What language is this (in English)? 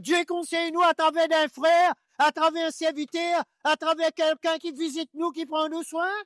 Morisyen